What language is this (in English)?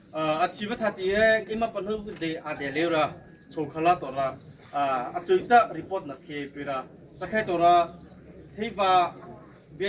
Mara Chin